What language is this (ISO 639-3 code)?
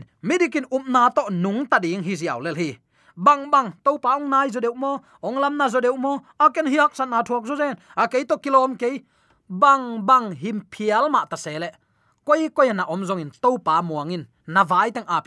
ctd